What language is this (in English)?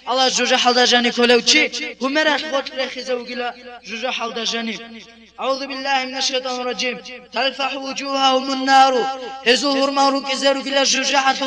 Avaric